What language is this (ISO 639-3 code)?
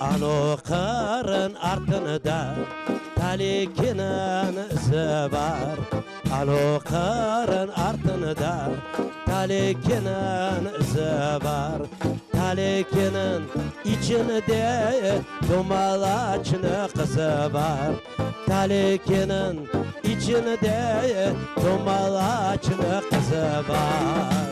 crh